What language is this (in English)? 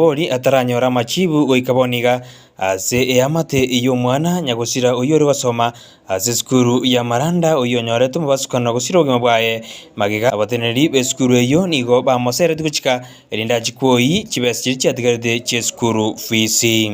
Gusii